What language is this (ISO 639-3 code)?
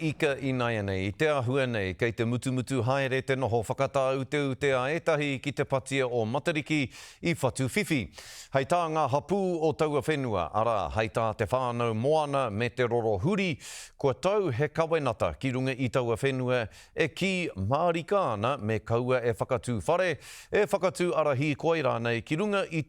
mri